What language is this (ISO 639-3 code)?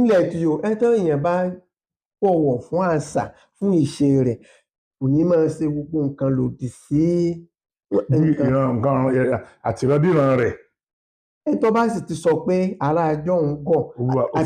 yor